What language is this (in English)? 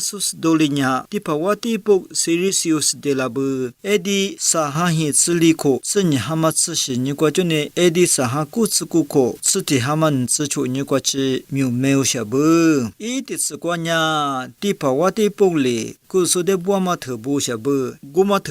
Lisu